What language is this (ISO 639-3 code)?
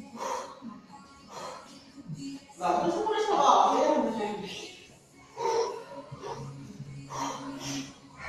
fin